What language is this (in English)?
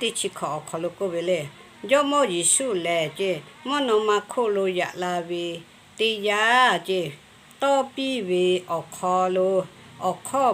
Lahu